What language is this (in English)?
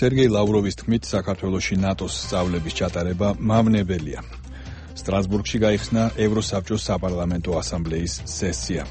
Georgian